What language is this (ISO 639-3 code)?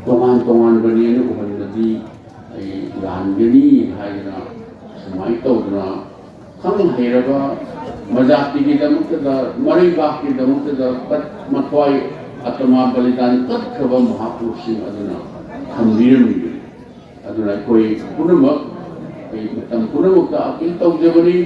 mni